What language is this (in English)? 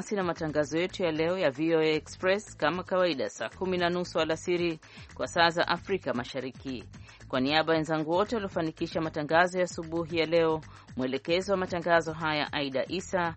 Swahili